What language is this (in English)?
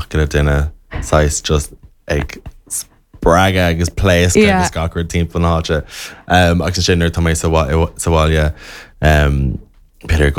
Irish